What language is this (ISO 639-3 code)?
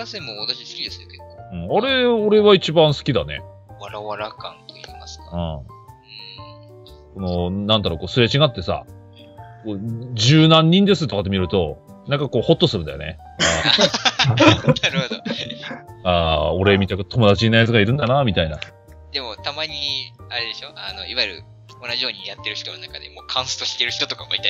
jpn